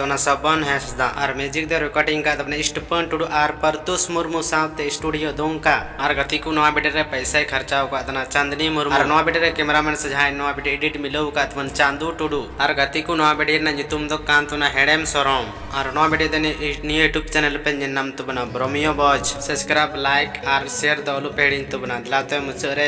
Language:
Santali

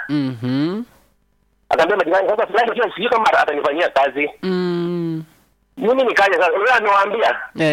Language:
Swahili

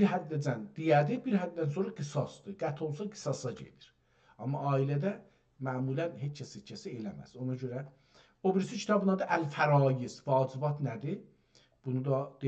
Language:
South Azerbaijani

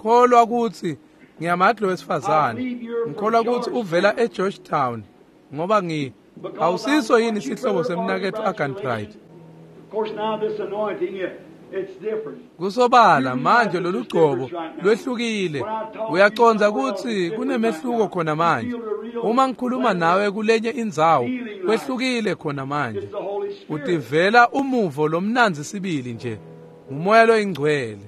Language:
Swati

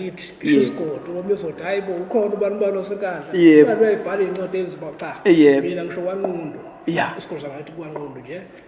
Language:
Zulu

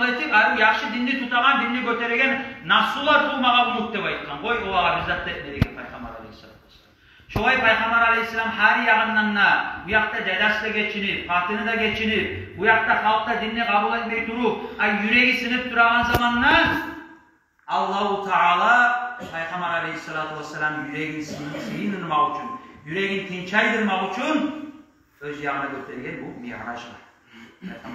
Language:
Kumyk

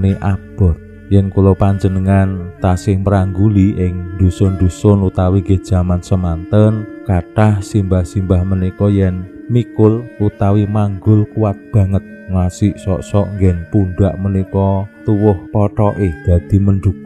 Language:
Javanese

